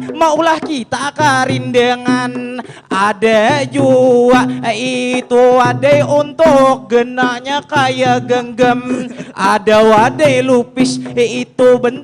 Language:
Banjar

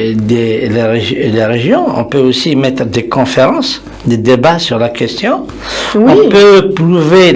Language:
Kabyle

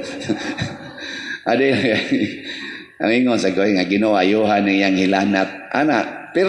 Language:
Cebuano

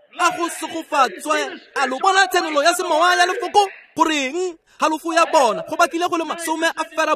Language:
Tswana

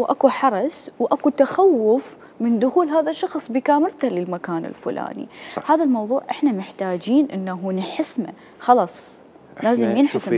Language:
Mesopotamian Arabic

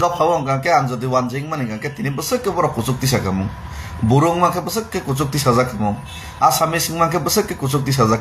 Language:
Kok Borok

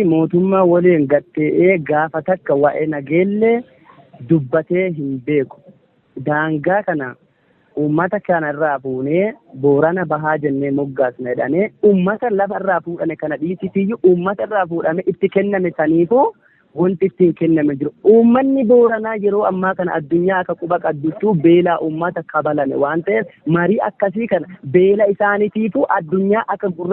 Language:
Oromo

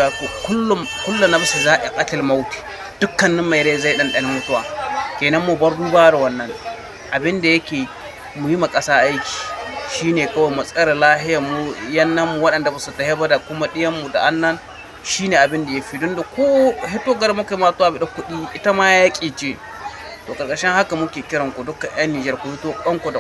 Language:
Hausa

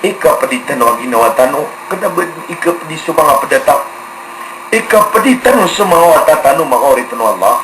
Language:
Maranao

